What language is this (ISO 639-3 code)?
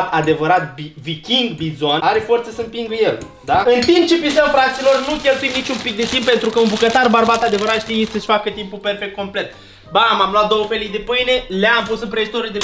ron